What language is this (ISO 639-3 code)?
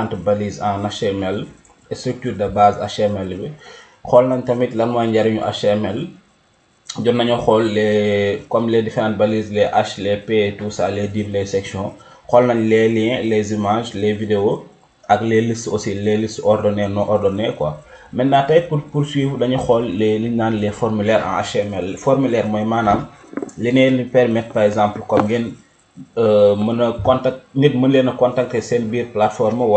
wol